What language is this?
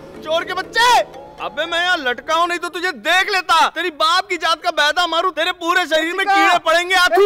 Hindi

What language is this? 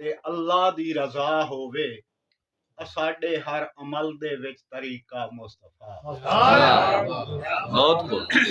Saraiki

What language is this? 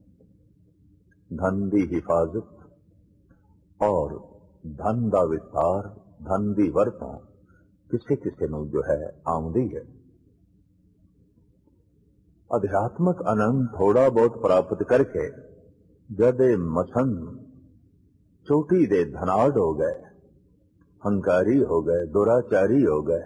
Punjabi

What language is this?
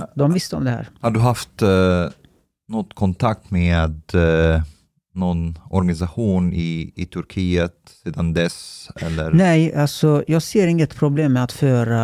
Swedish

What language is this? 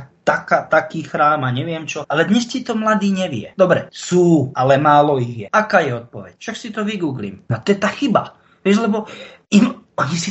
Slovak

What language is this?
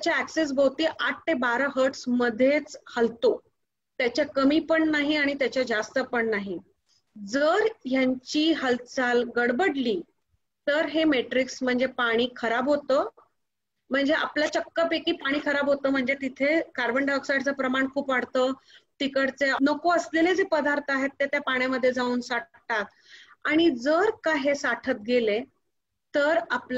Marathi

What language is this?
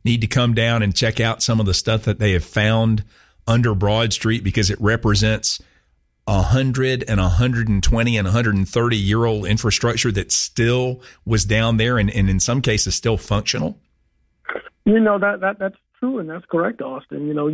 English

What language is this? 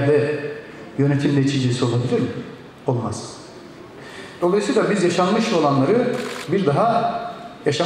Turkish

